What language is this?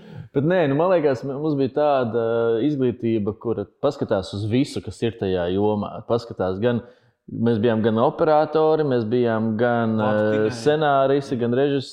Latvian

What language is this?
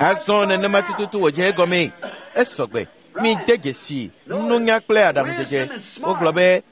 Ewe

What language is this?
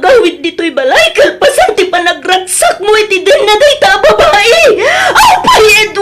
Iloko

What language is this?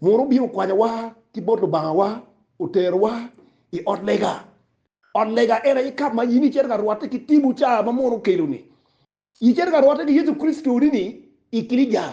Acoli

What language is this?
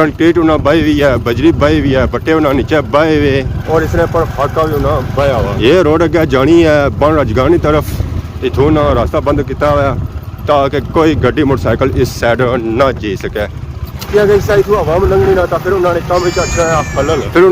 Pahari-Potwari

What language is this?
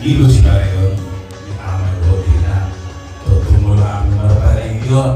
Batak Toba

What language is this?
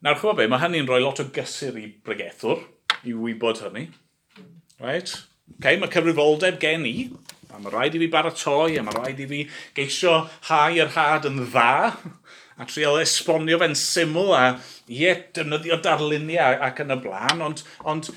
Welsh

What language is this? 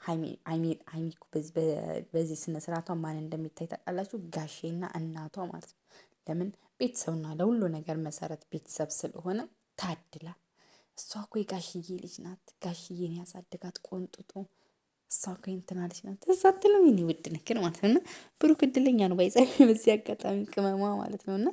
Amharic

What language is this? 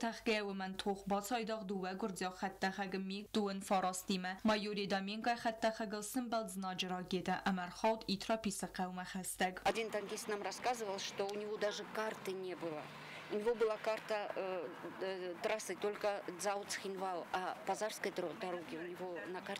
Ossetic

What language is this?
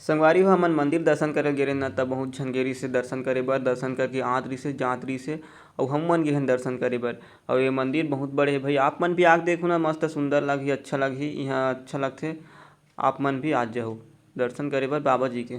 Chhattisgarhi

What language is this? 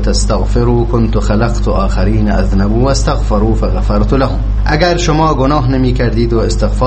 Persian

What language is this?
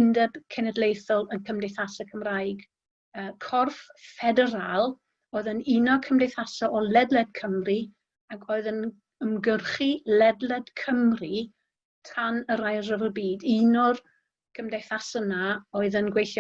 Welsh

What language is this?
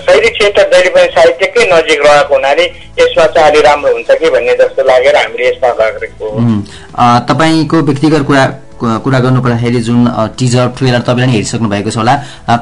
Nepali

